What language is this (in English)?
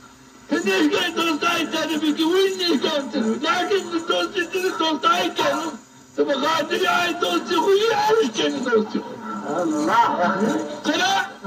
Zaza